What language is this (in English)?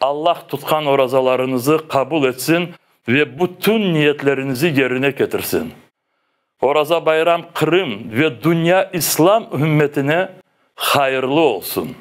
Crimean Tatar